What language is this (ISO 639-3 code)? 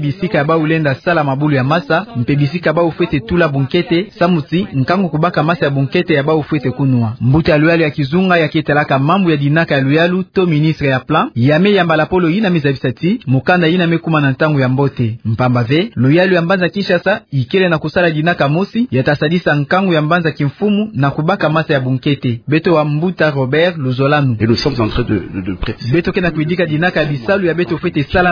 ktu